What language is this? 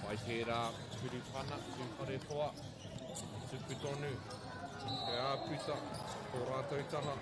Māori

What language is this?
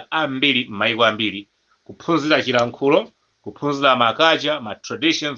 Nyanja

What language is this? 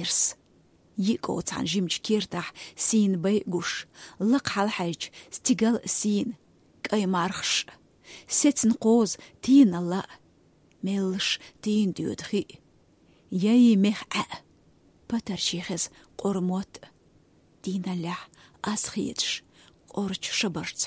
Chechen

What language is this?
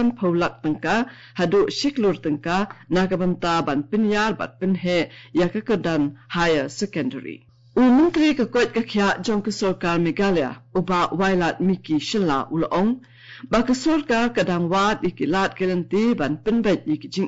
Khasi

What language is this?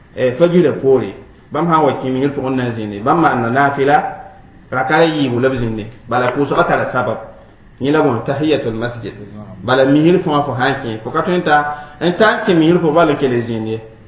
Mossi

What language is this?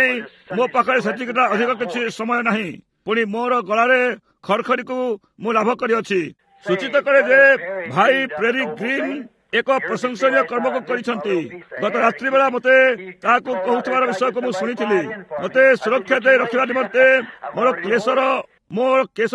Odia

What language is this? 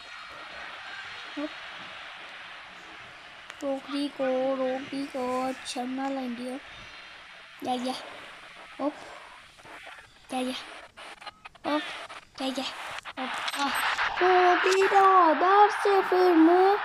Turkish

